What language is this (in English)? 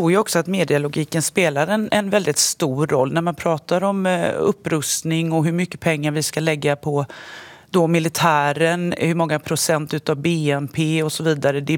Swedish